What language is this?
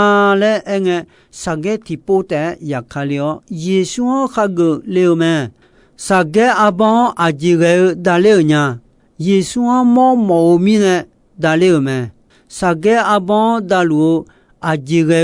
Akha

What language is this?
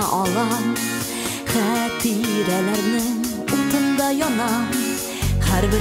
Tatar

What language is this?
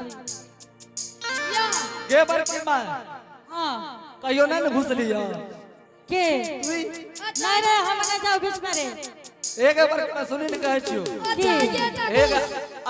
Angika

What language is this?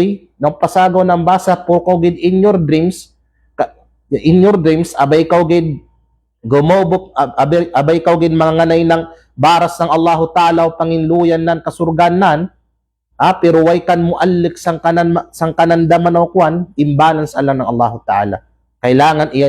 Kalagan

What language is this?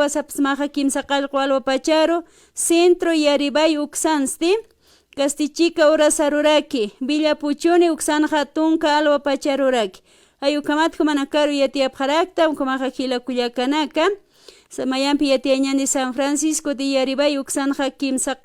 Aymara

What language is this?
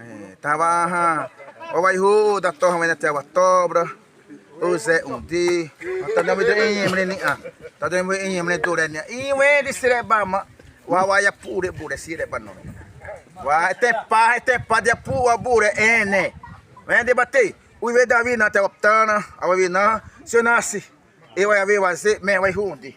Xavánte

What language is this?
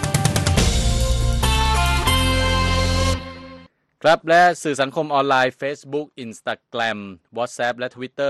Thai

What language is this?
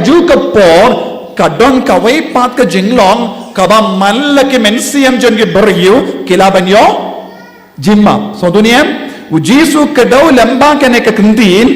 Khasi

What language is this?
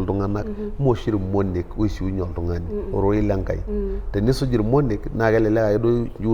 Masai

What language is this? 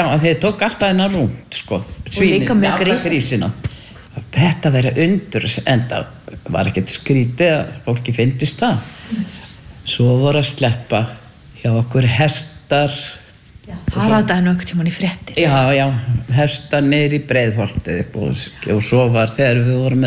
Icelandic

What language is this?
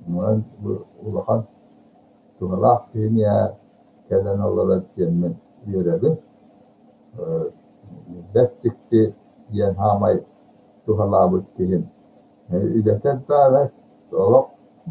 Yakut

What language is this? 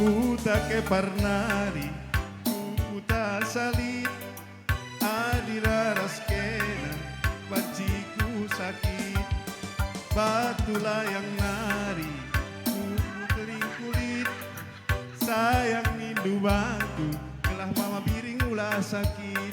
Batak Karo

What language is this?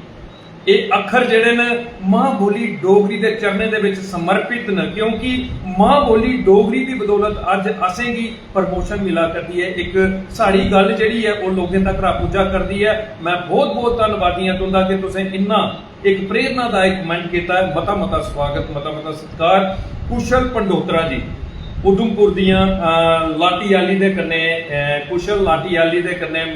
Dogri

